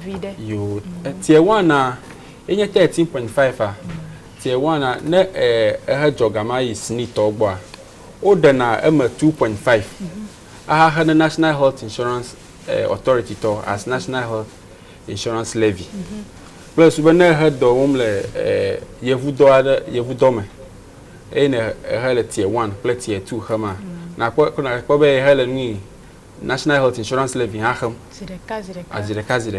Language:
Ewe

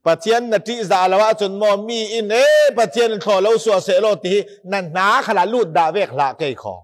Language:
Falam Chin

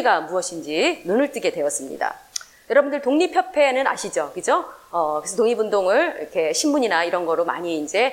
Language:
Korean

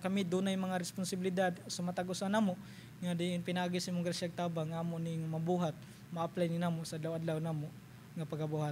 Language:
Cebuano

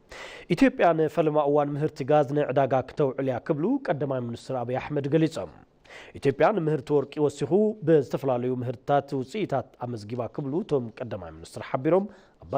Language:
Tigrinya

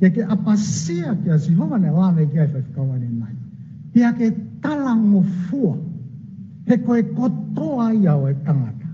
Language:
Tongan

